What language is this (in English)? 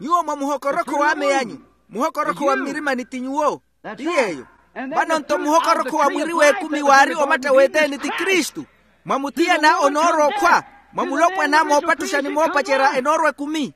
Makhuwa